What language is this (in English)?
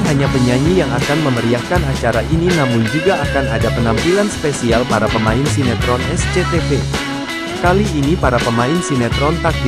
Indonesian